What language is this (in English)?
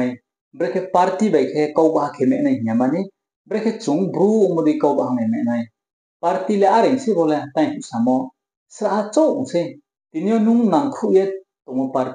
Riang (India)